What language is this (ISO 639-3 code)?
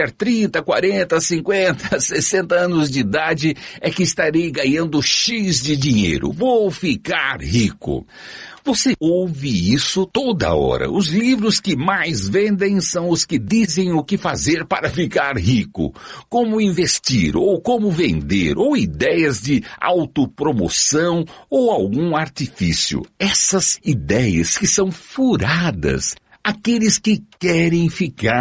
por